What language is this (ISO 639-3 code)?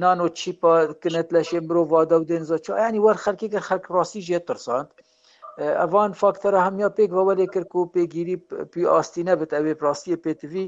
kur